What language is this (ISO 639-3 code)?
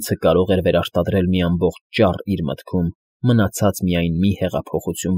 hye